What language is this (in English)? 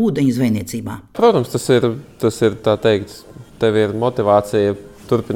Latvian